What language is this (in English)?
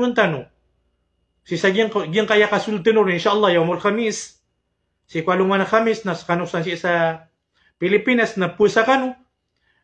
Maranao